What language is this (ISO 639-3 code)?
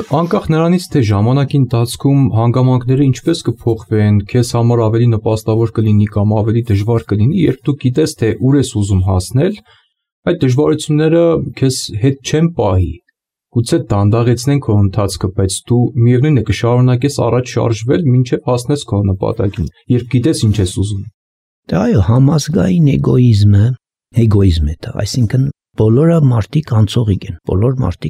hye